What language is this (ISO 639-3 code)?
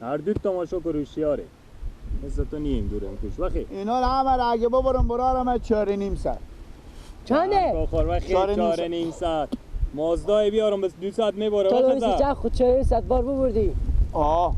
fas